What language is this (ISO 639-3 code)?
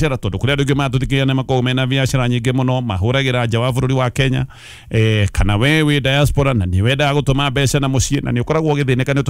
kik